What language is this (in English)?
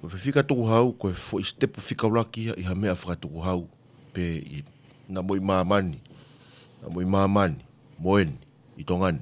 Tongan